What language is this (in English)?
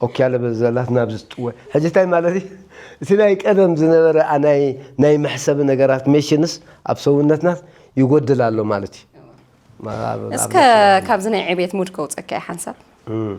Tigrinya